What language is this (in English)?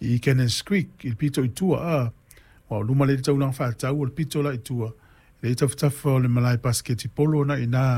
Samoan